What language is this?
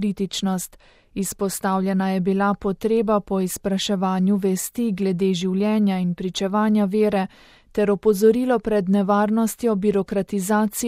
Slovenian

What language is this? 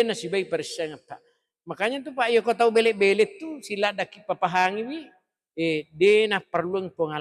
Buginese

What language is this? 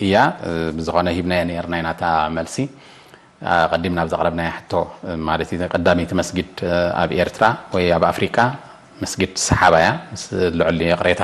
Tigrinya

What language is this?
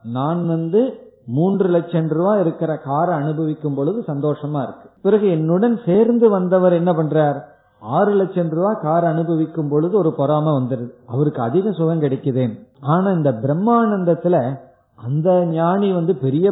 Tamil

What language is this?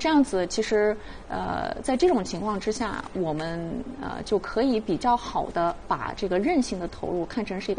Chinese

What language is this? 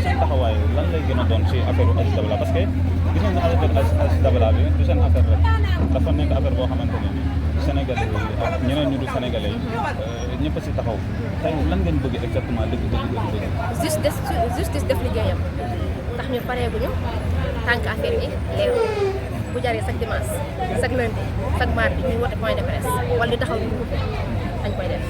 Wolof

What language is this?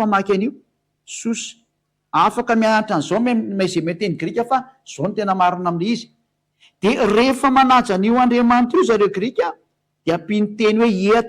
Malagasy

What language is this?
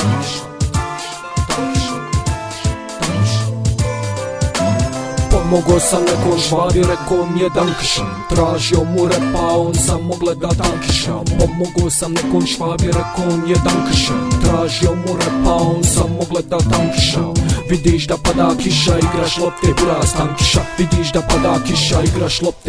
Bosnian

